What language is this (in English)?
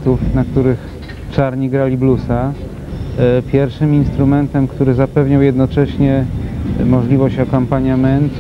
Polish